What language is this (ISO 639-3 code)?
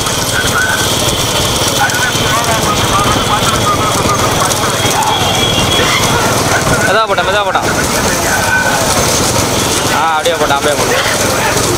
tam